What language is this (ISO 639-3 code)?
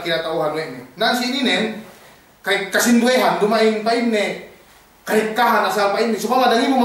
yka